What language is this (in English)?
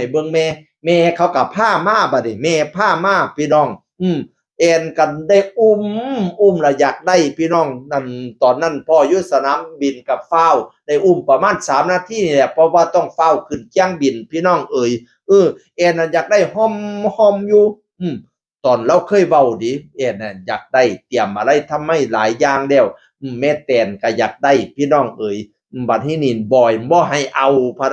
Northeastern Thai